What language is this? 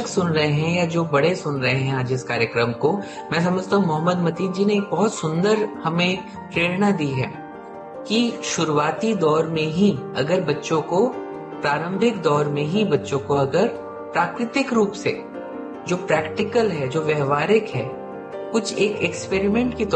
Hindi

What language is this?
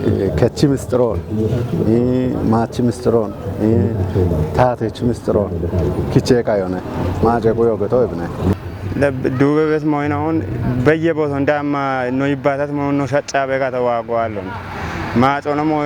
Kafa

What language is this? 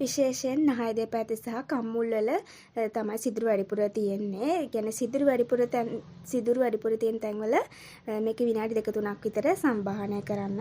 Sinhala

